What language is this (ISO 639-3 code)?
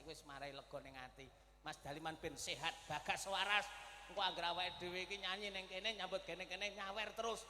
jav